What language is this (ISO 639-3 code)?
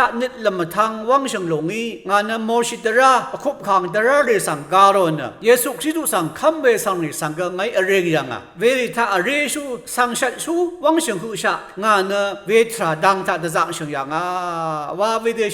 raw